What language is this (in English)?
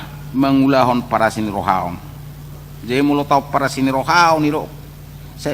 Batak Toba